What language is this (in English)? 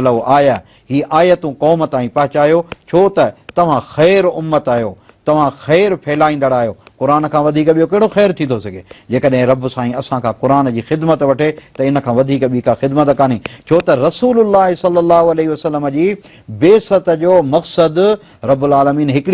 Sindhi